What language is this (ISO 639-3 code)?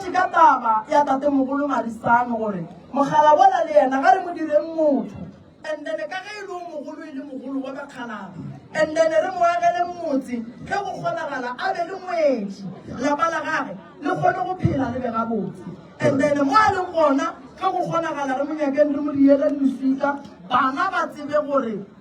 nso